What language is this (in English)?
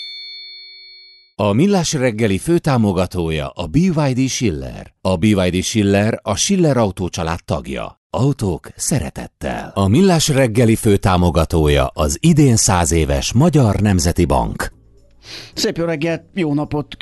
Hungarian